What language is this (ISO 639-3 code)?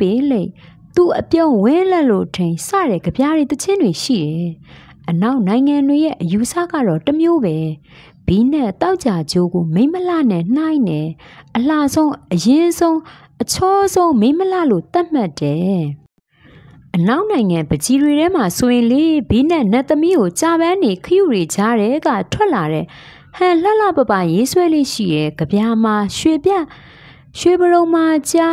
mya